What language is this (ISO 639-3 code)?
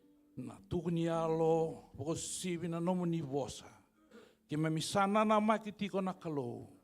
fij